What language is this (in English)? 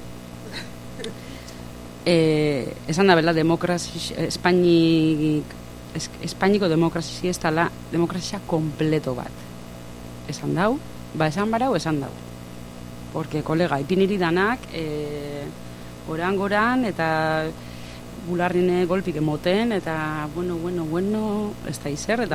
Basque